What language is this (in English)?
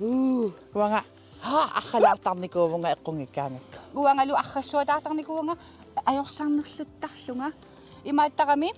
Kalaallisut